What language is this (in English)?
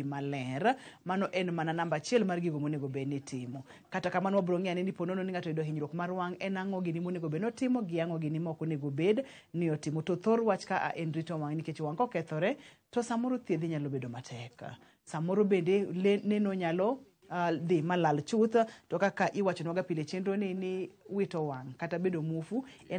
Luo (Kenya and Tanzania)